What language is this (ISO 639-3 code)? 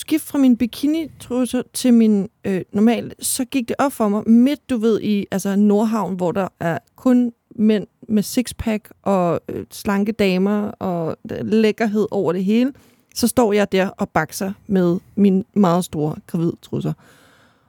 dan